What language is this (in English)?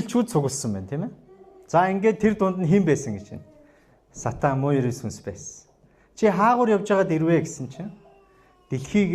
Mongolian